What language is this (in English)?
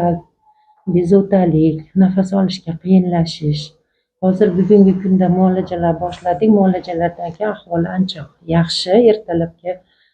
Uzbek